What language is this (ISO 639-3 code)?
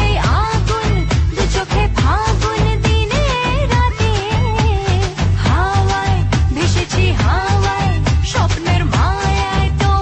ben